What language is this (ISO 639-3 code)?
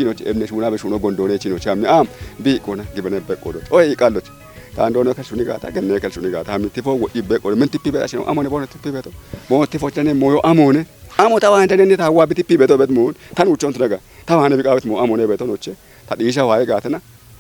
kbr